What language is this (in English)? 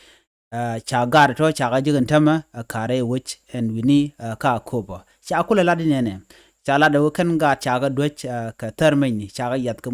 Nuer